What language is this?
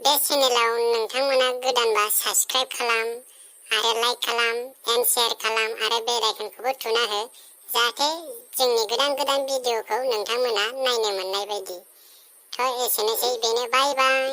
Bodo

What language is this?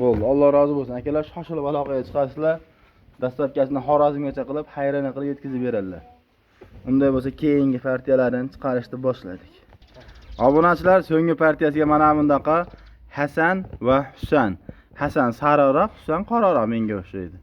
Uzbek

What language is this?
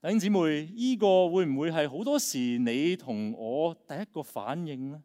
Cantonese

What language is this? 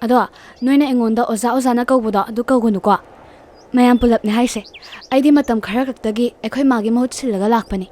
Manipuri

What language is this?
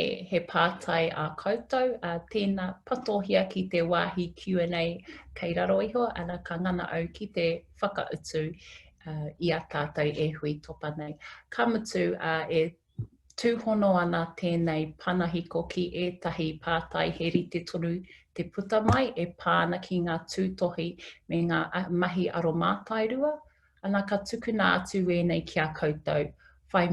Māori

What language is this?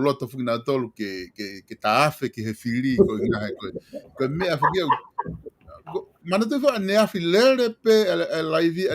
Tongan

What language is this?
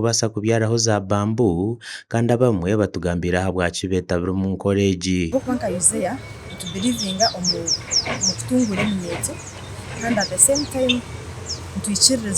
Nyankole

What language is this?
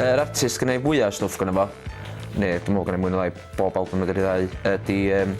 Welsh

